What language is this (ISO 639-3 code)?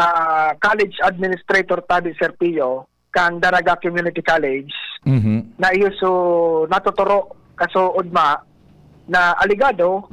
bik